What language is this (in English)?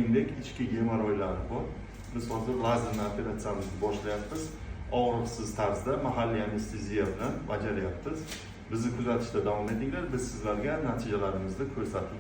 Uzbek